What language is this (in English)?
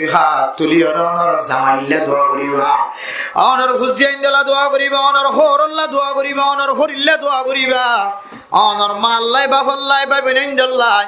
Rohingya